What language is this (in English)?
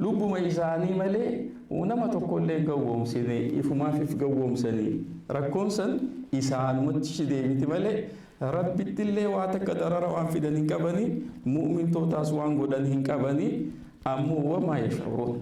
Oromo